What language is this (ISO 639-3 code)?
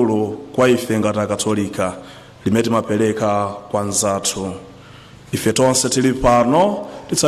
nya